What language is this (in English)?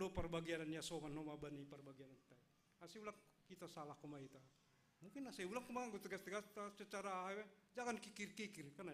Batak Simalungun